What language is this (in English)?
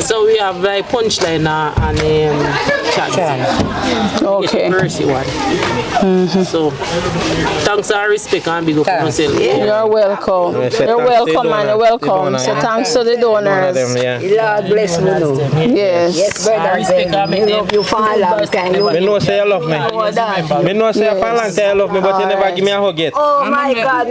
Jamaican Creole English